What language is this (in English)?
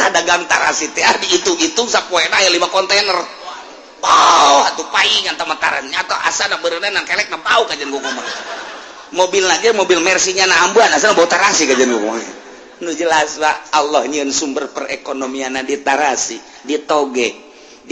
Sundanese